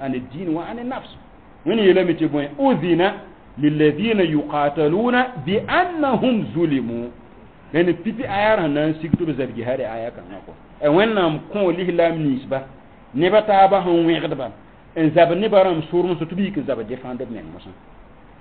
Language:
Mossi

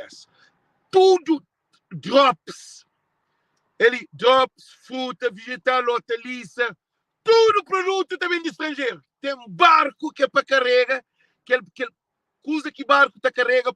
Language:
Kabuverdianu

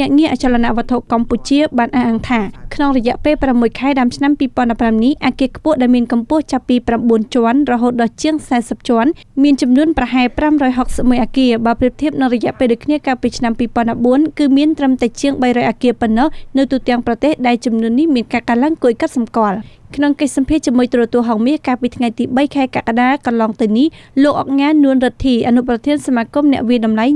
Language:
Khmer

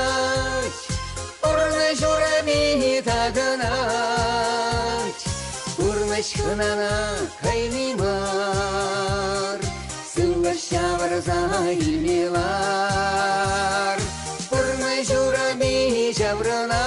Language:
Chuvash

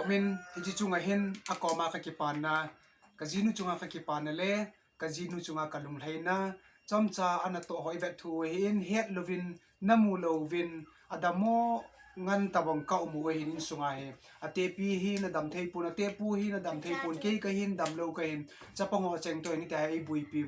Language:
Thado Chin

